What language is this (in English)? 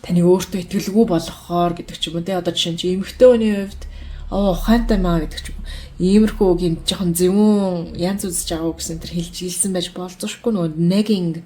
Mongolian